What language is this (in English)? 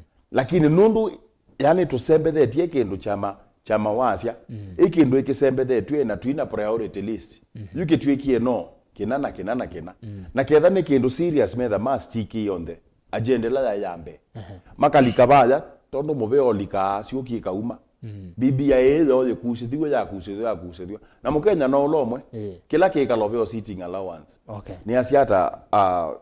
Kamba